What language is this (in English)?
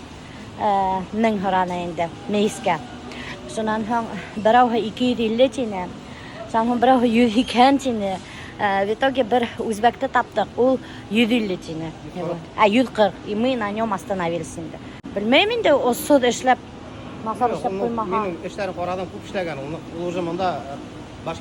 Bashkir